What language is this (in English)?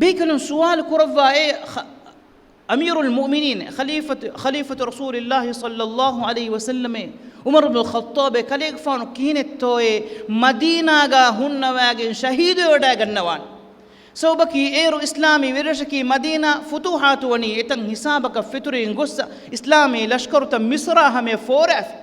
Divehi